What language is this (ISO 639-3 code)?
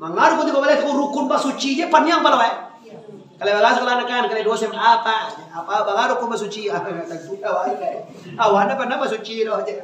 min